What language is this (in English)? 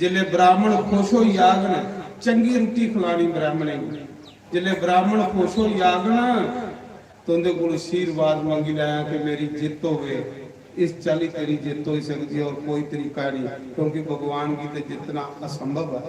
Dogri